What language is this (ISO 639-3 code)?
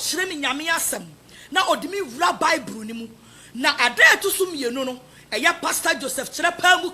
aka